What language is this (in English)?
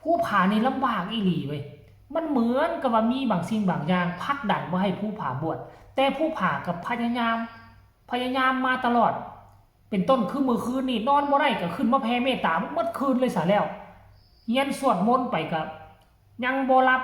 Northeastern Thai